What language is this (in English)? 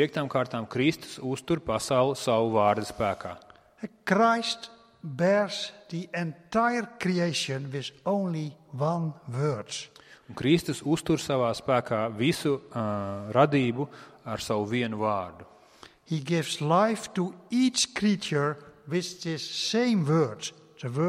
Latvian